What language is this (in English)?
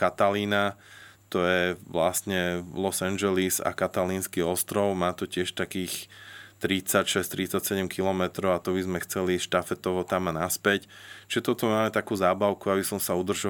Slovak